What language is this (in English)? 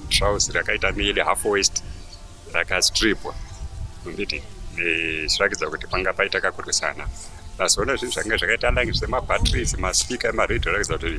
Shona